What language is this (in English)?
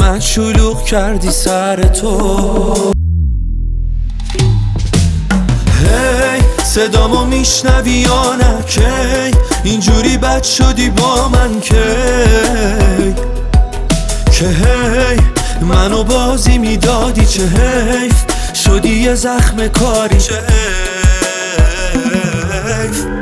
Persian